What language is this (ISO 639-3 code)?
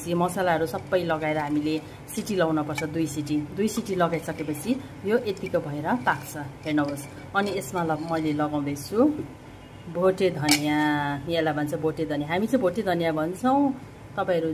nep